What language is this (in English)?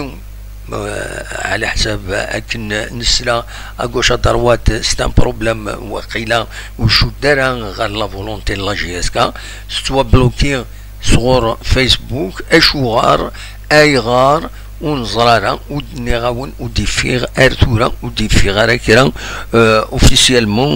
Kabyle